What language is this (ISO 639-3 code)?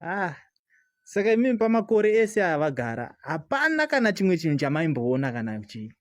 sna